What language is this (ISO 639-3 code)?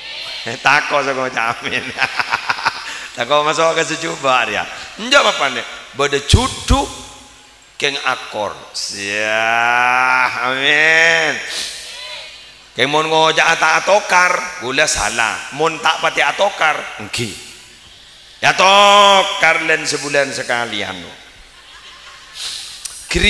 mad